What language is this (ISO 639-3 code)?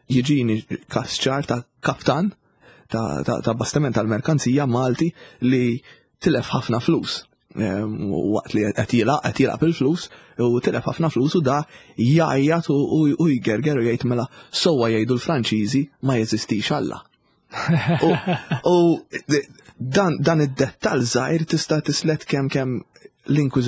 mlt